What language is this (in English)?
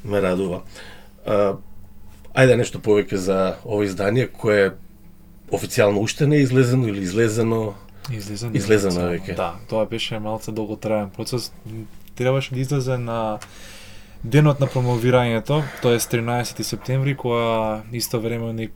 Macedonian